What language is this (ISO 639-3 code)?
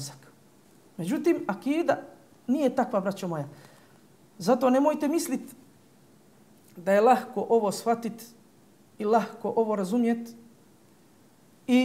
bos